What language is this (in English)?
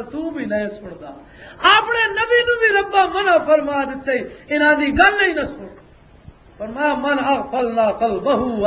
Western Panjabi